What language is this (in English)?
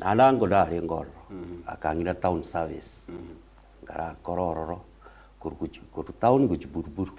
Gusii